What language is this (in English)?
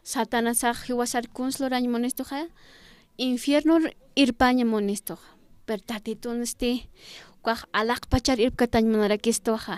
Aymara